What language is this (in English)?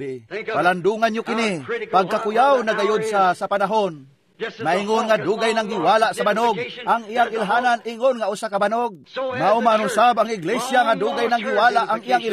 Cebuano